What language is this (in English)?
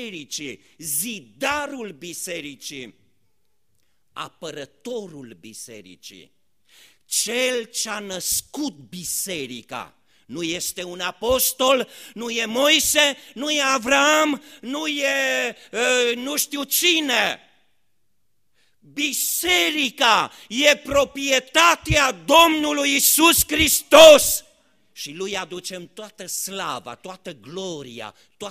Romanian